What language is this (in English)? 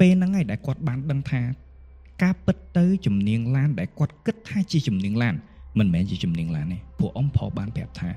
Khmer